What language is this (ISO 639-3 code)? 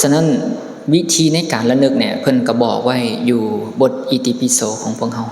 lao